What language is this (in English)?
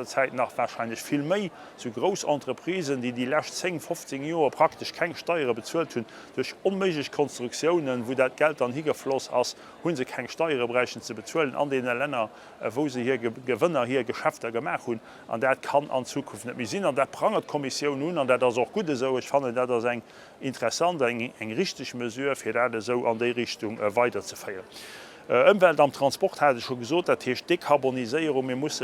Luxembourgish